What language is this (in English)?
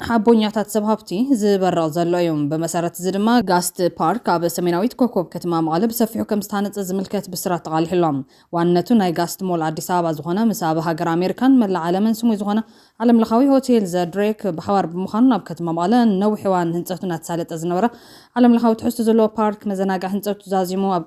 Tigrinya